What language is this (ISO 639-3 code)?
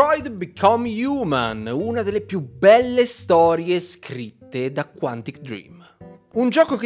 ita